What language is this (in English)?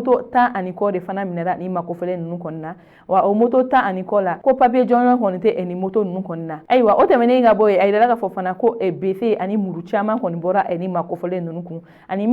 Bambara